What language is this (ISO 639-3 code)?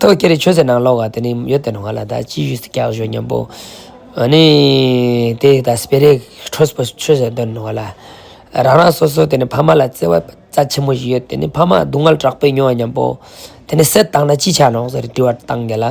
lbj